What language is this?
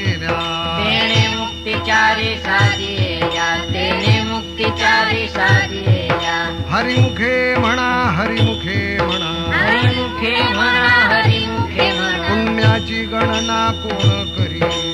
Marathi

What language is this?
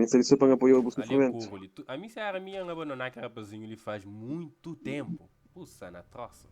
Kabuverdianu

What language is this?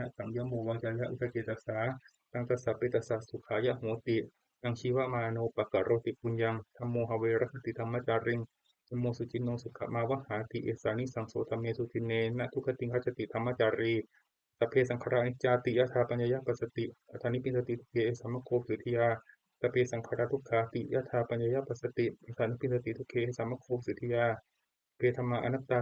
Pali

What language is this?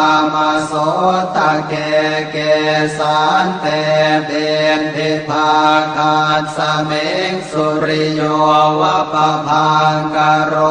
Pali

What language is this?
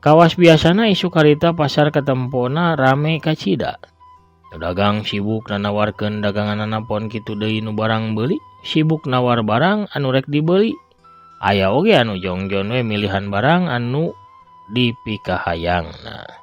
Sundanese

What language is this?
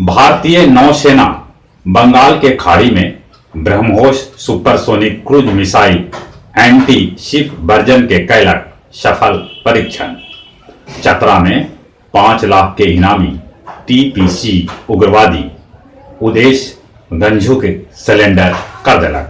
Magahi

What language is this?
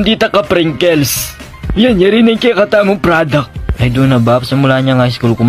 Pampanga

